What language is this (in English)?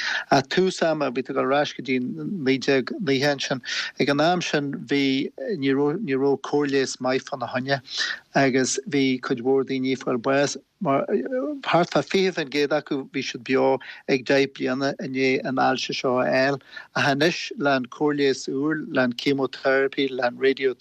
Irish